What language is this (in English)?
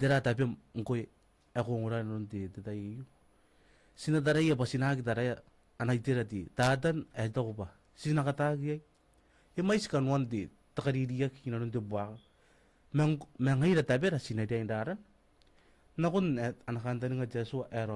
Gilbertese